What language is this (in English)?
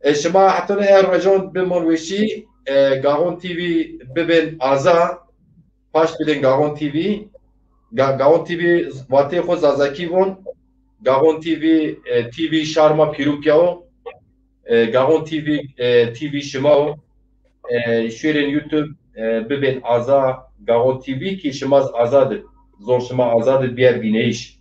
Zaza